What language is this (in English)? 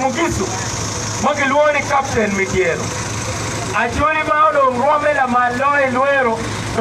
Acoli